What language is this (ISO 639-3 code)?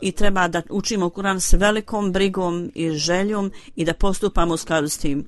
bos